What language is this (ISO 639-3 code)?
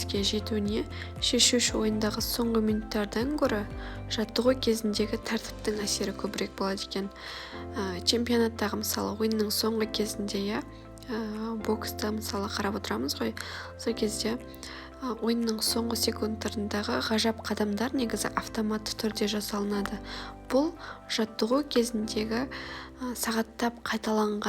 kaz